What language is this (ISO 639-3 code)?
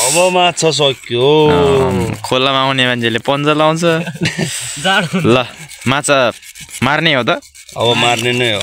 nep